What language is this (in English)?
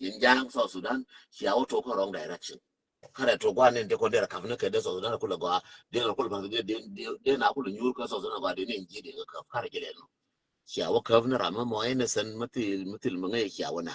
Nuer